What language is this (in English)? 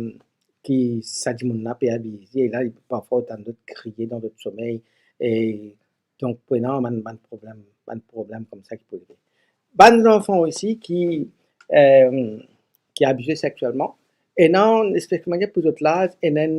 Morisyen